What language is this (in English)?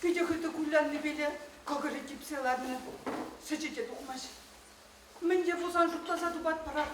Chuvash